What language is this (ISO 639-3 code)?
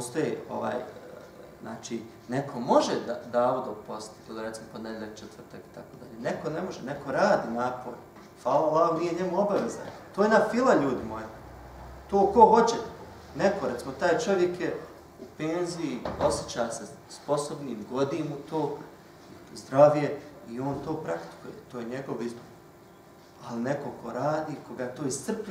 bos